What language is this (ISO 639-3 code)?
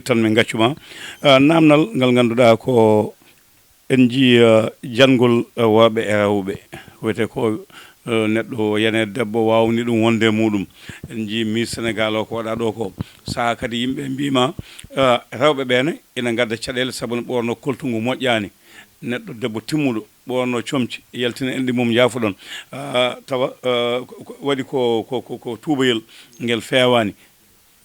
ful